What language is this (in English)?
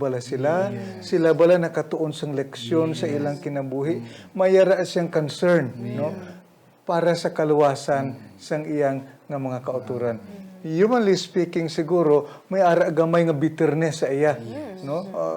Hiligaynon